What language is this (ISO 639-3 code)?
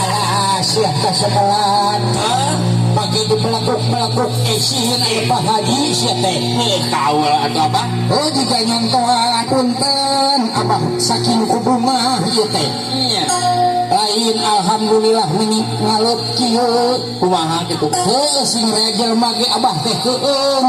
sun